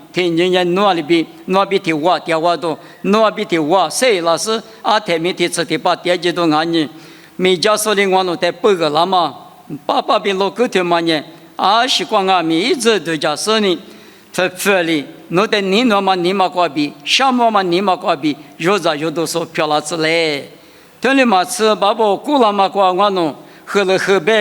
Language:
Lisu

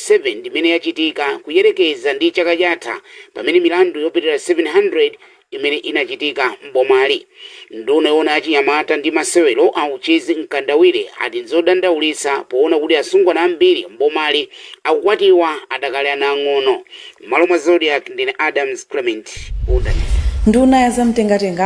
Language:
Nyanja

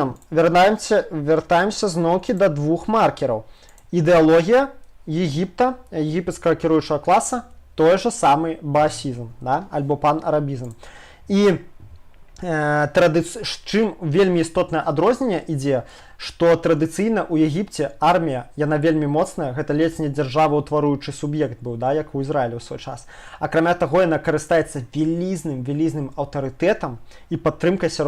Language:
Belarusian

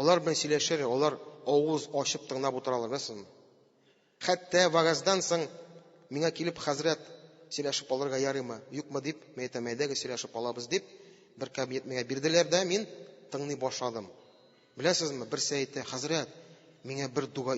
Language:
Tatar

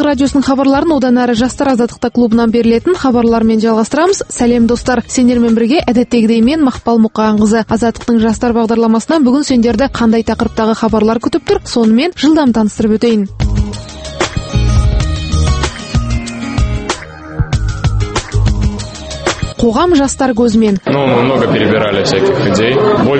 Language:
Kazakh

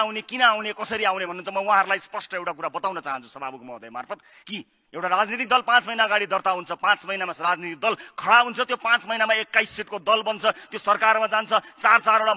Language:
Nepali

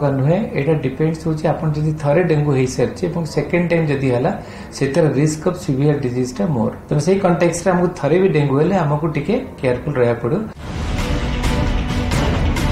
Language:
Odia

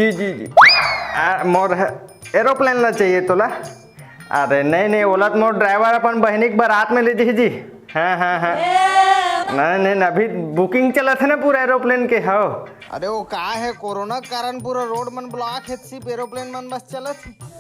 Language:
Chhattisgarhi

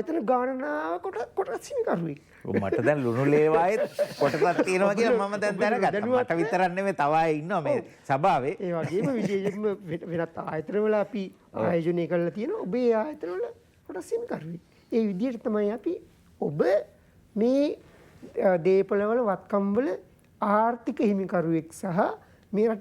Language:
Sinhala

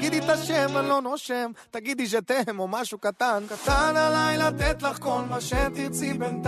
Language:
Hebrew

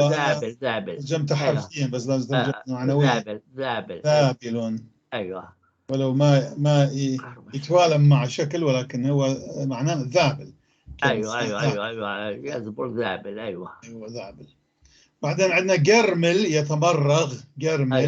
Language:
North Levantine Arabic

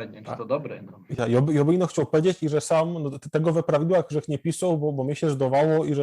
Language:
Silesian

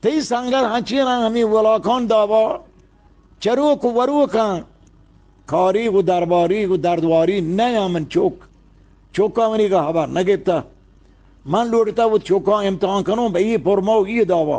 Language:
Eastern Balochi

